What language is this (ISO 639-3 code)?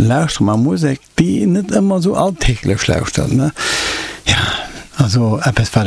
ltz